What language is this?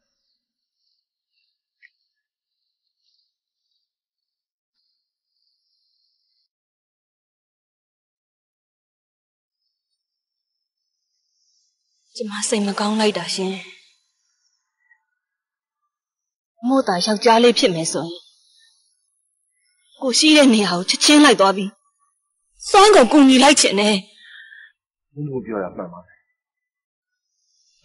Burmese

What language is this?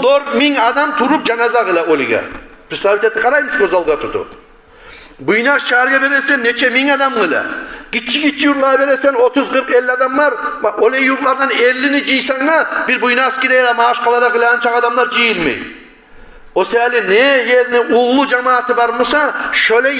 Kumyk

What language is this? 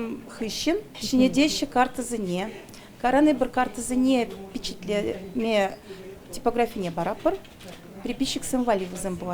Chuvash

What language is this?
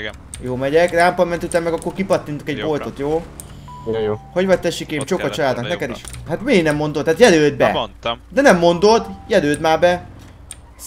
Hungarian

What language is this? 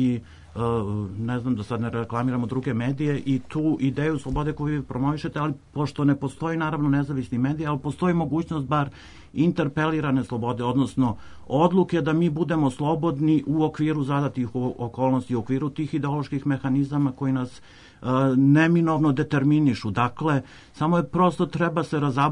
Serbian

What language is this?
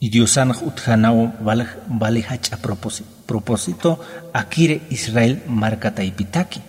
Aymara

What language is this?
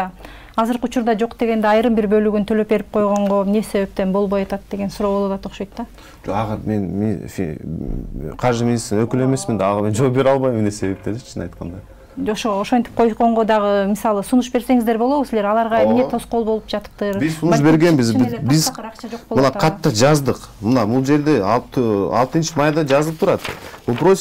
Kyrgyz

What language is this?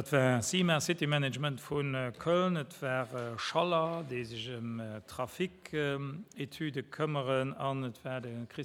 Luxembourgish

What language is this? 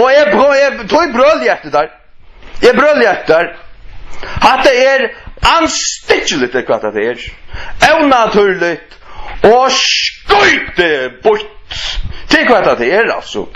Faroese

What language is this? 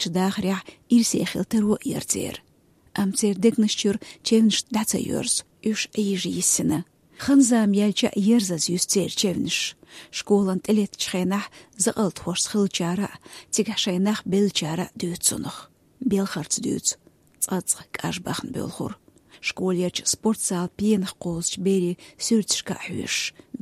Chechen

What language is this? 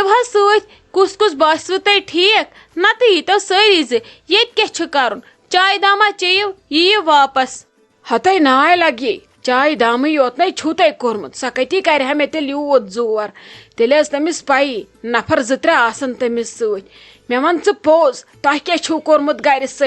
Kashmiri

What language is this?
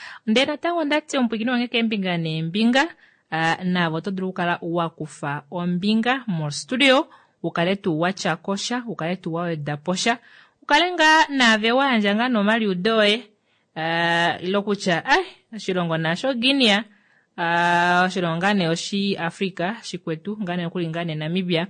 Kuanyama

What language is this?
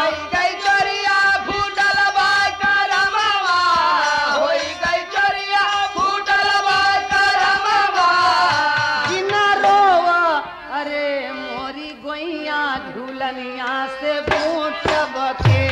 Bhojpuri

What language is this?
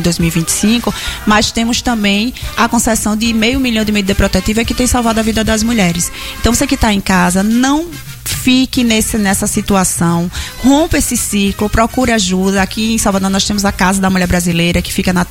Portuguese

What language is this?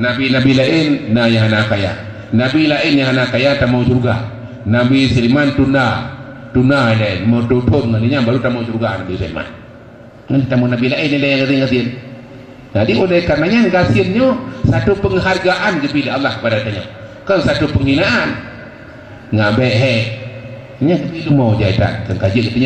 Achinese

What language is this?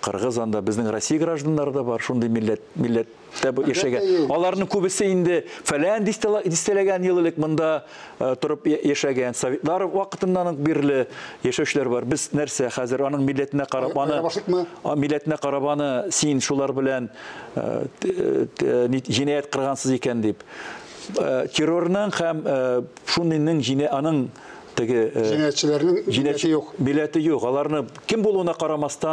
Tatar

